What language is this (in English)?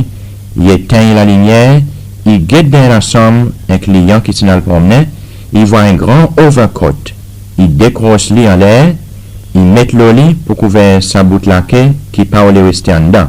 Seselwa Creole French